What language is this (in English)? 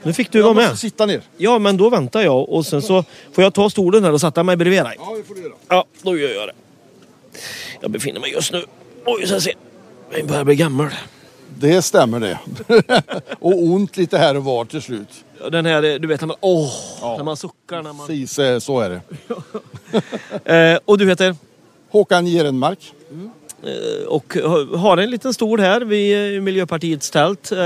Swedish